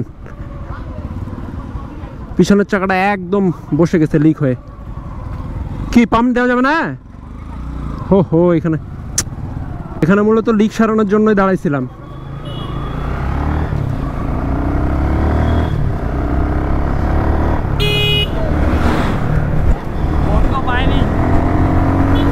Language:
Bangla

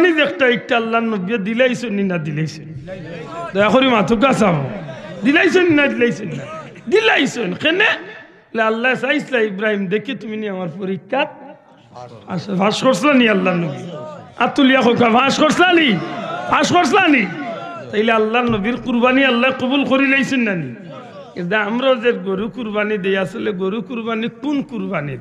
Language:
Sylheti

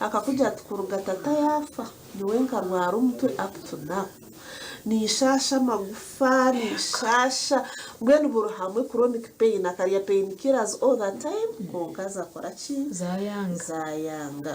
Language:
Nyankole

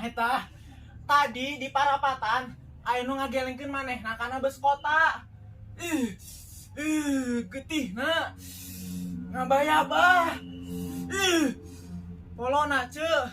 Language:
Sundanese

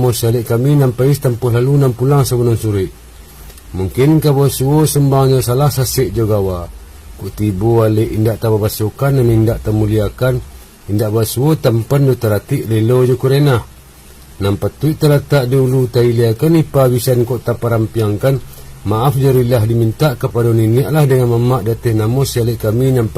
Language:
Minangkabau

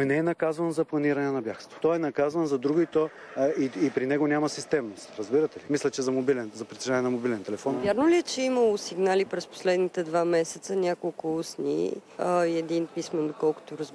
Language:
Bulgarian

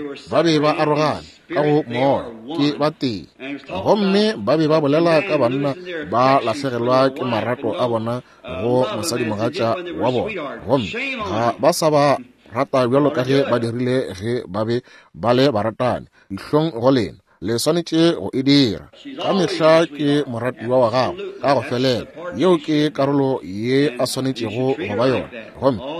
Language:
Northern Sotho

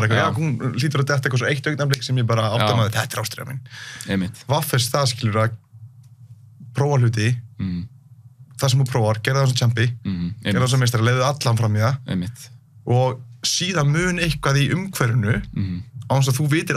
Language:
Icelandic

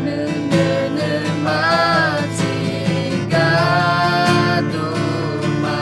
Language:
Akha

